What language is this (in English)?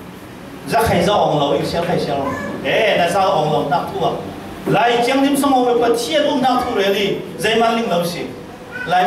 Falam Chin